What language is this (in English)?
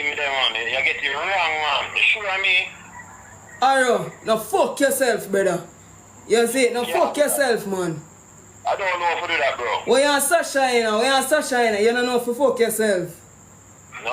Jamaican Creole English